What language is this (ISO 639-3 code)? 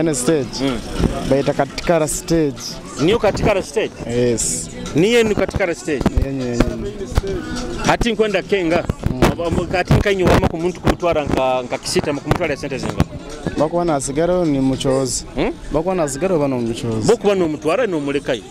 nyo